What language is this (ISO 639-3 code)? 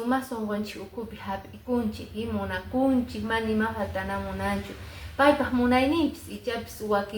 que